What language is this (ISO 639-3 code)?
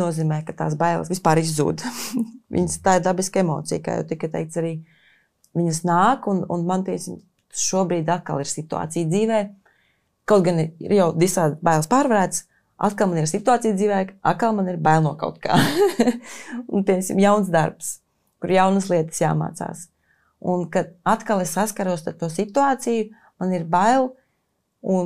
lav